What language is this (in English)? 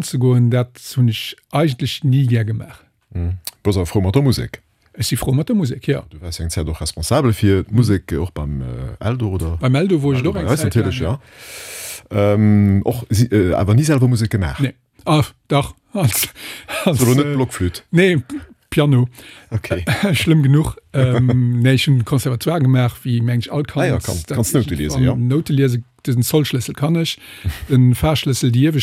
Luxembourgish